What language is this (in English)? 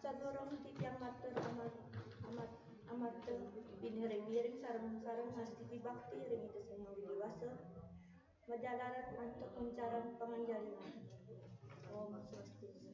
Balinese